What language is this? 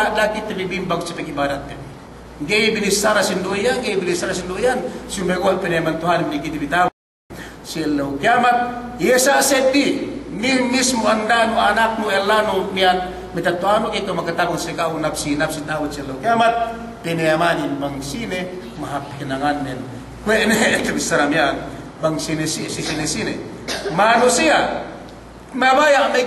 Yakan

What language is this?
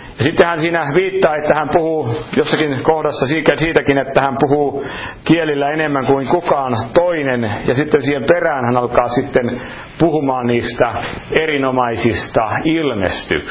Finnish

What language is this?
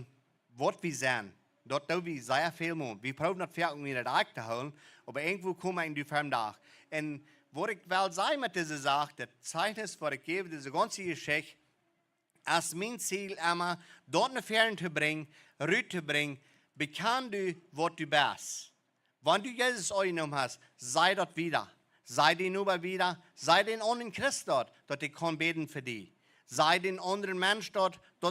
Plautdietsch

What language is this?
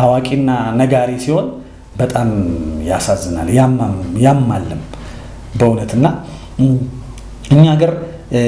Amharic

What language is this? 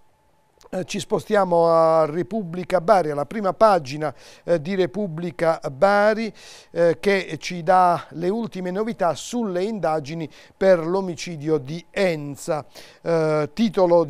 Italian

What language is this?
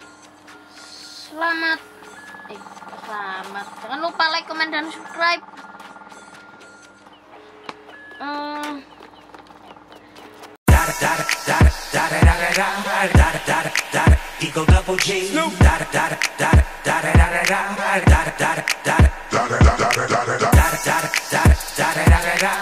Indonesian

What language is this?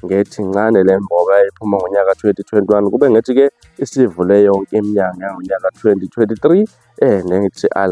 Zulu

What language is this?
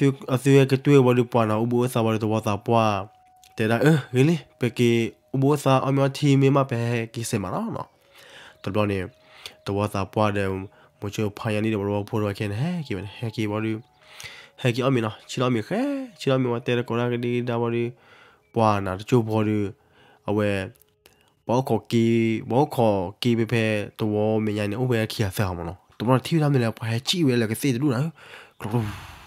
S'gaw Karen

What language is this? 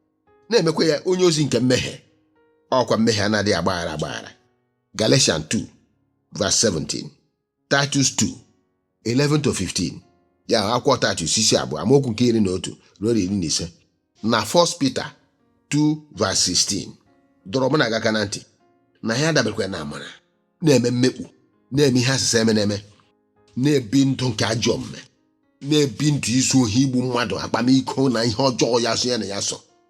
Igbo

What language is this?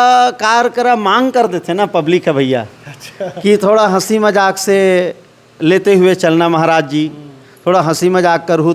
Chhattisgarhi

